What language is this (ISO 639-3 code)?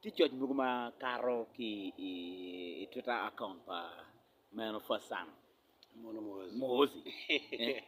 ach